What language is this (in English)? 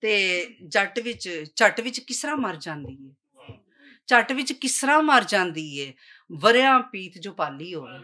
Western Panjabi